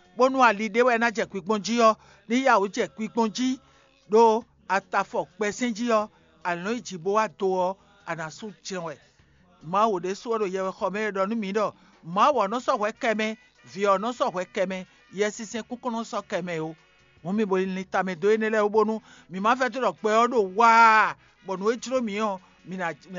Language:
Fon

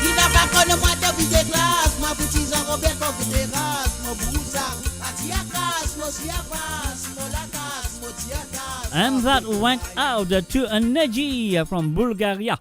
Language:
Morisyen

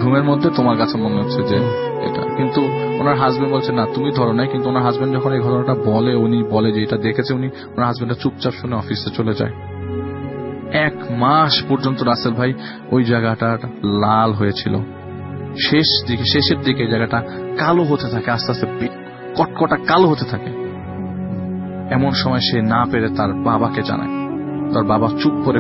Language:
Bangla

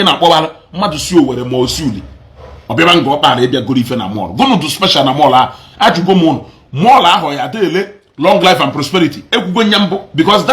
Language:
Igbo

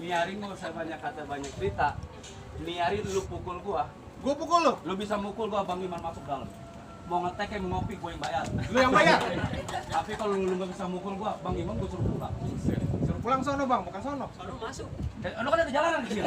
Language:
Betawi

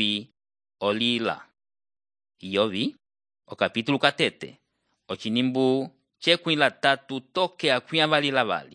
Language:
Umbundu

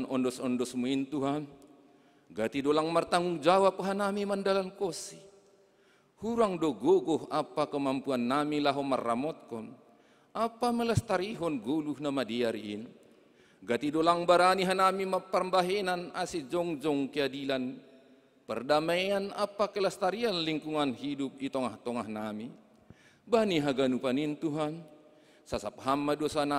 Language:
Batak Simalungun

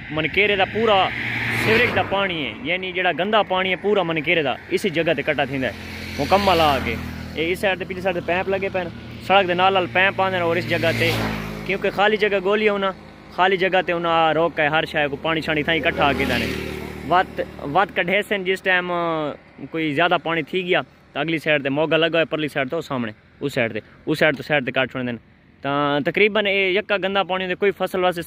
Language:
Saraiki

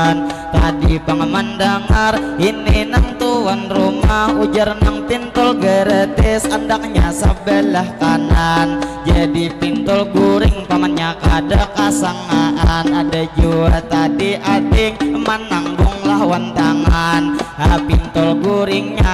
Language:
Banjar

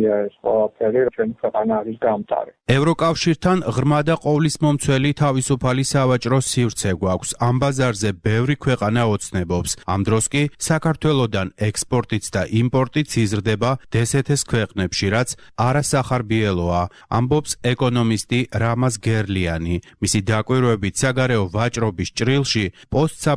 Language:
Georgian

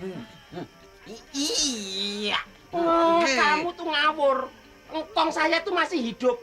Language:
Betawi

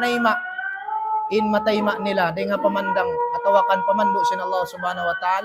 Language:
Tausug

